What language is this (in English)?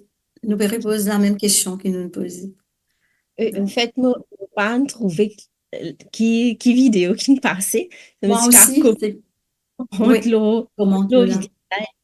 Morisyen